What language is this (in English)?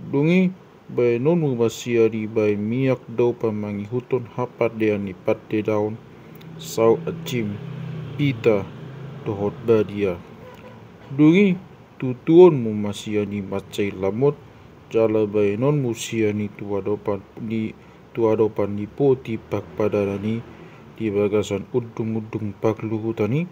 Batak Toba